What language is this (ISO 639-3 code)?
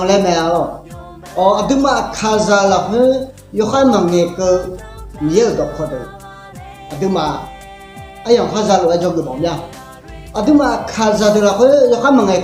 ahk